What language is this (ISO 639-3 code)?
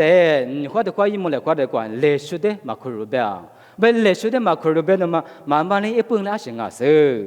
lis